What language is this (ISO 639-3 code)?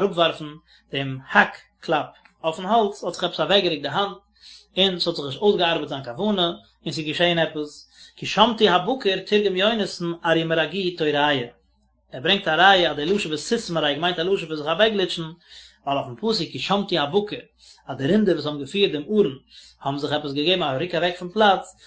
yid